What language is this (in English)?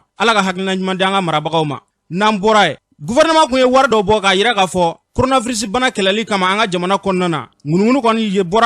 Bambara